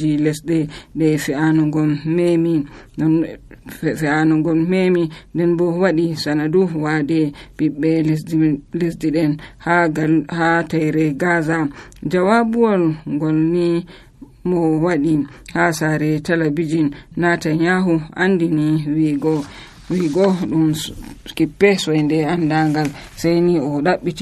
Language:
Nigerian Fulfulde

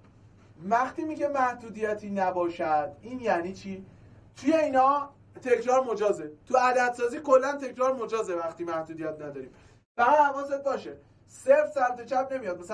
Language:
Persian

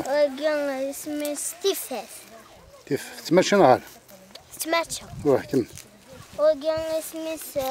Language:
Kabyle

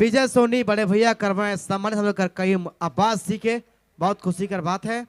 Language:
Sadri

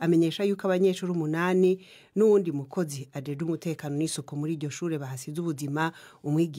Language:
Kinyarwanda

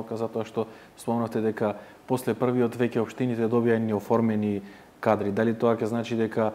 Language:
Macedonian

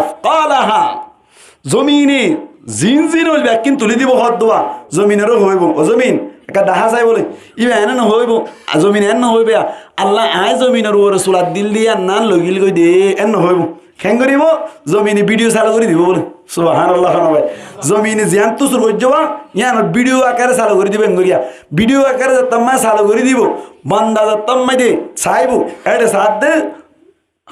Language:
Rohingya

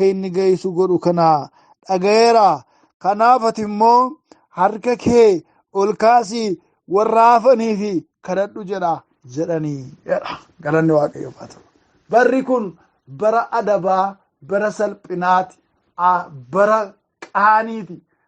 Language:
Oromo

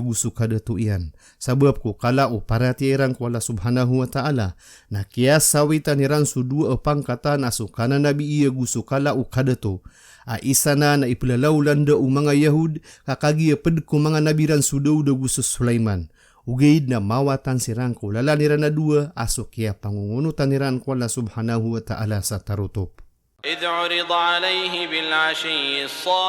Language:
Maranao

